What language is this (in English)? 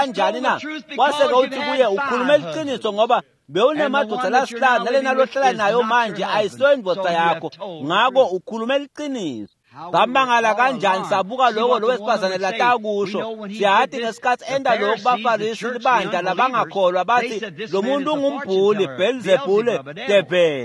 Swati